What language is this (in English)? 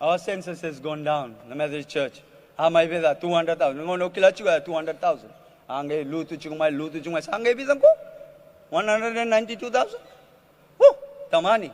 Fijian